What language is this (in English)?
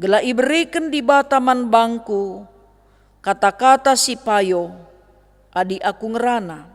Batak Karo